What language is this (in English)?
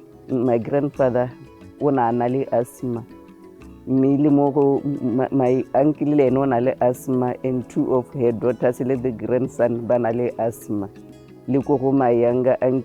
Tswana